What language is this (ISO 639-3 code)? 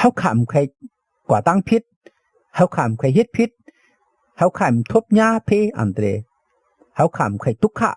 shn